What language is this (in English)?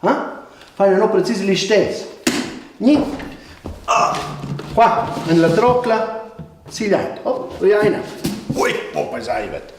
Romansh